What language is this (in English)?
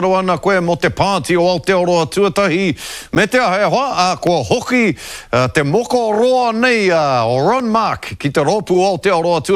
Māori